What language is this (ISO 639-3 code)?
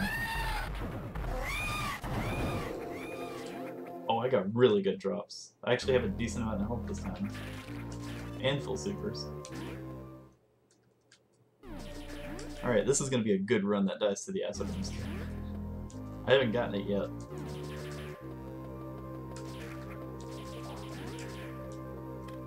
eng